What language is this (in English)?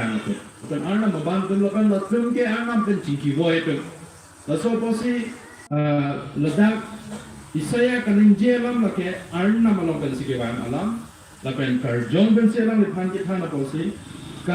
Karbi